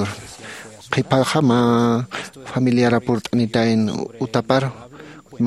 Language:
Aymara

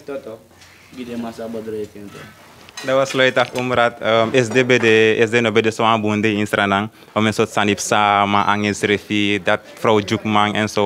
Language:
Sranan Tongo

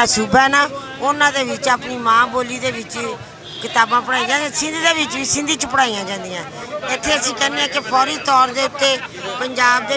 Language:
Western Panjabi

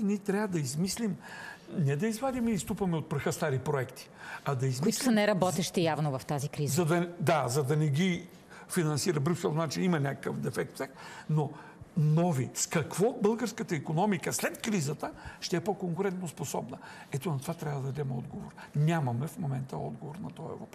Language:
Bulgarian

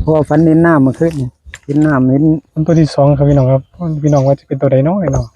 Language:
Northeastern Thai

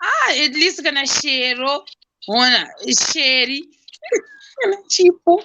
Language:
Shona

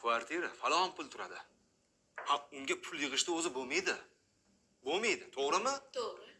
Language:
Uzbek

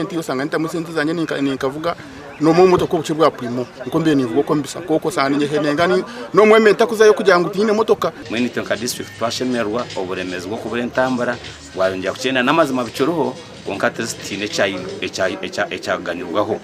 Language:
Nyankole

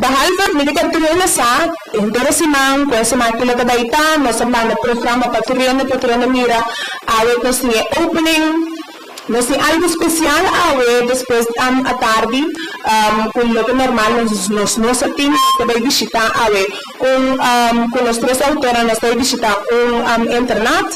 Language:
Papiamento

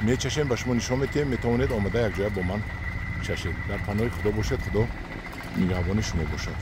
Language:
Tajik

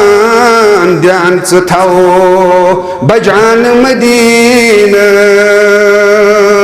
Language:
Kashmiri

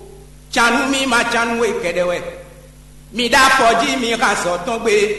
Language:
Fon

